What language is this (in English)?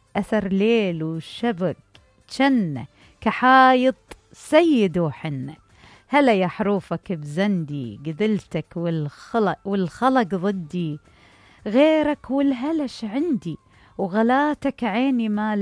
Mesopotamian Arabic